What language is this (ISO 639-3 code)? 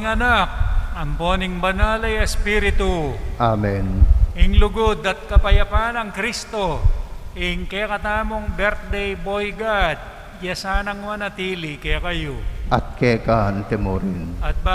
pam